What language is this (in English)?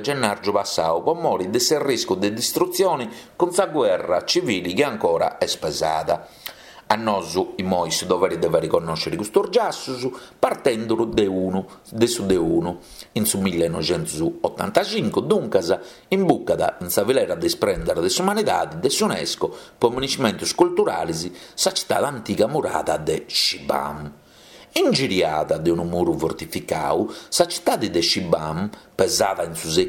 Sardinian